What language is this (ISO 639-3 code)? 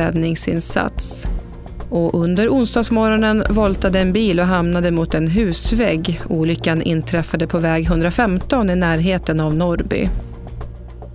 swe